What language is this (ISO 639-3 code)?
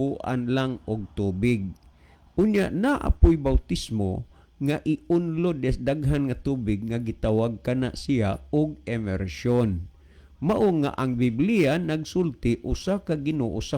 ceb